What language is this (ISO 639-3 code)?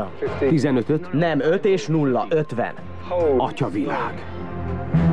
hun